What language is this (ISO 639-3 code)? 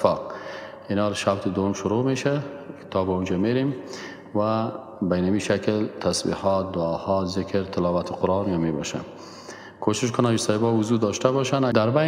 fas